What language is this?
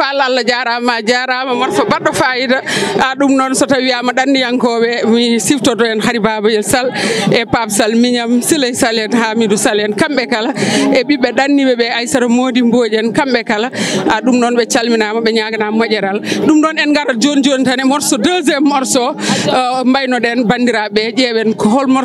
Fula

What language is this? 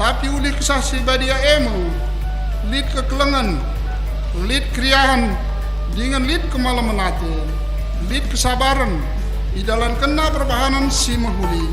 Batak Karo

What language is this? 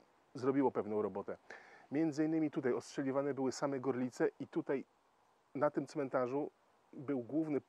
Polish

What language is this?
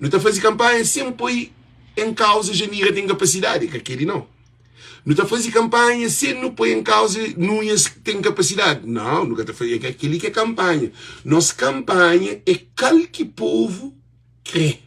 Kabuverdianu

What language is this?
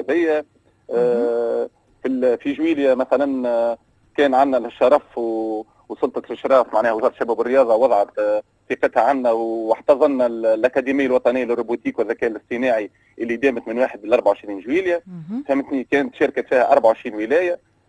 Tunisian Arabic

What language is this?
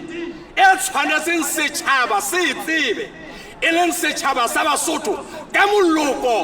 Southern Sotho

